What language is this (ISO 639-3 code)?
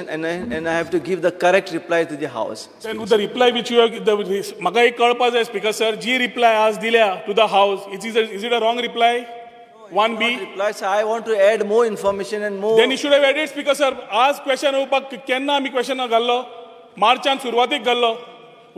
kok